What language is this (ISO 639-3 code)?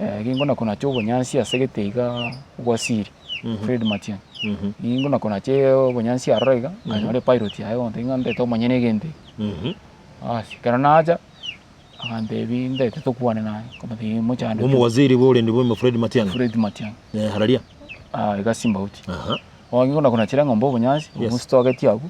guz